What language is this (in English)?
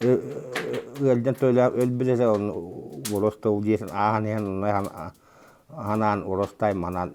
Yakut